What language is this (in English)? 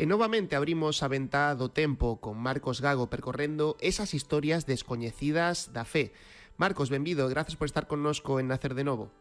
Galician